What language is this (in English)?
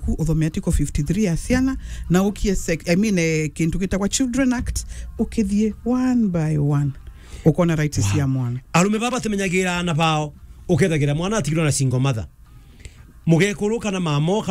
Meru